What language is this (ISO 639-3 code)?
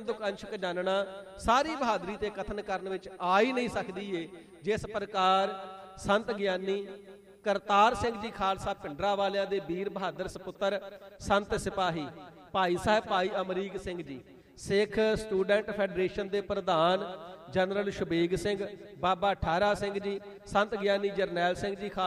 pan